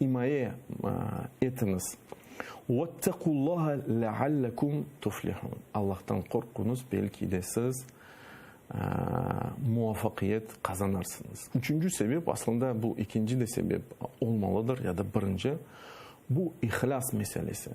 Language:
Crimean Tatar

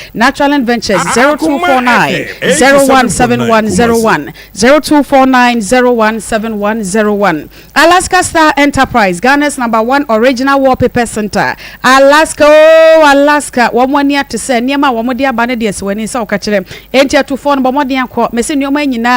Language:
Akan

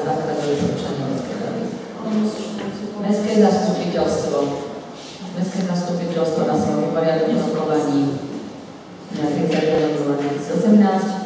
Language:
Slovak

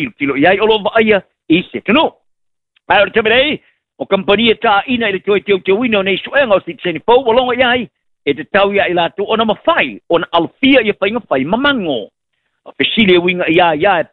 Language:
Samoan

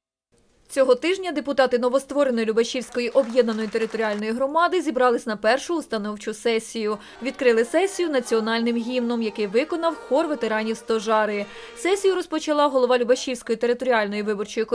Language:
Ukrainian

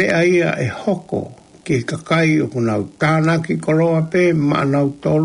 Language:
Tongan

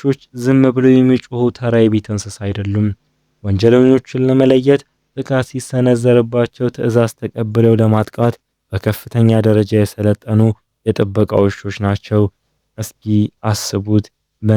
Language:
Amharic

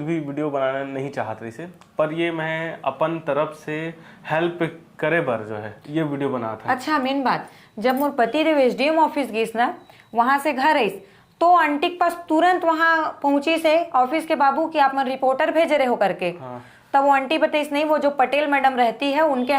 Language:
Chhattisgarhi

